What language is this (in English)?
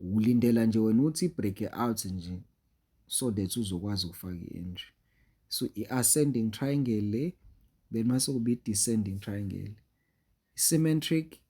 Zulu